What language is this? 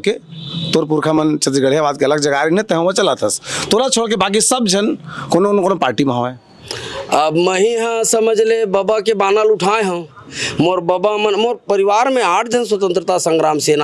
Chhattisgarhi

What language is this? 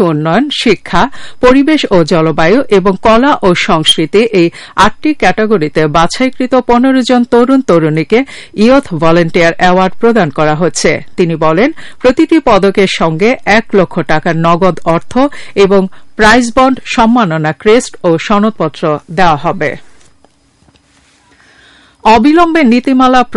Bangla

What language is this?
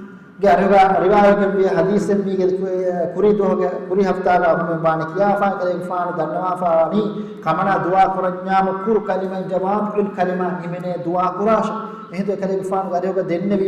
Divehi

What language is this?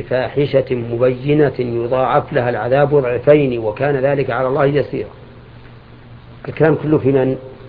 Arabic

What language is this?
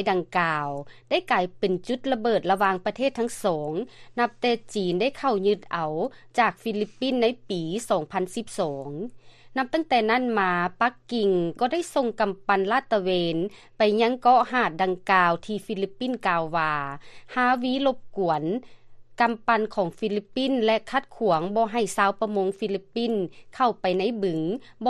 Lao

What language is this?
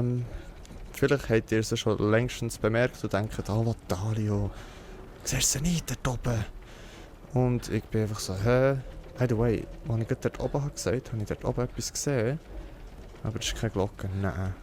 Swiss German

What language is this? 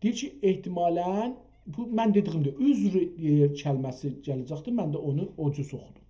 South Azerbaijani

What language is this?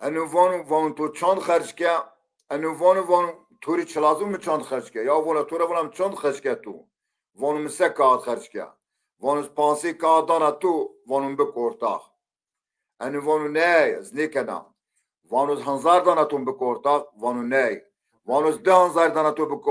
Zaza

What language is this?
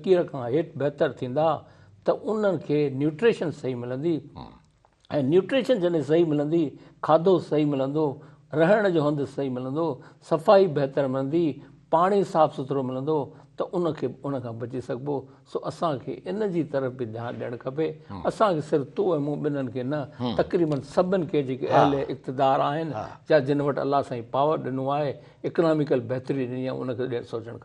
Sindhi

